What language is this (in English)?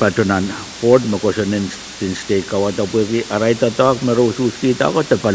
Pohnpeian